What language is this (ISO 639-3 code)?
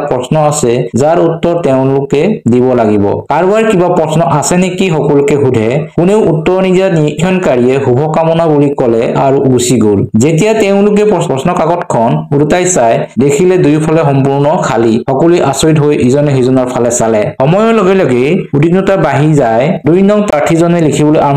asm